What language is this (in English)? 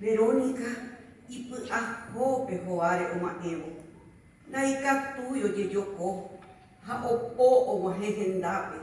Guarani